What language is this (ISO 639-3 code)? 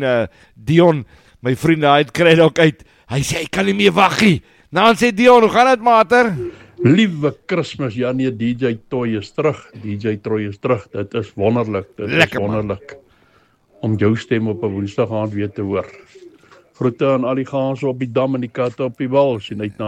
afr